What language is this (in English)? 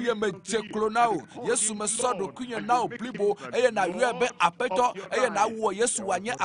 Ewe